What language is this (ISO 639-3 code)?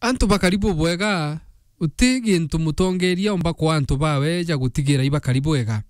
mer